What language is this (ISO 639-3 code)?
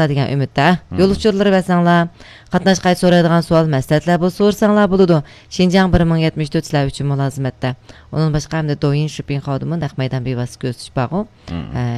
uig